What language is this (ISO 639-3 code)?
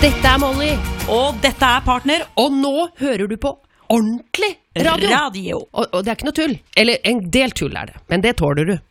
nor